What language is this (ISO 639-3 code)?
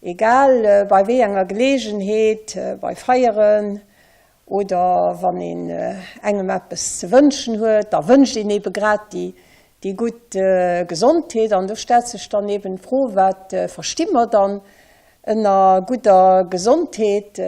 ltz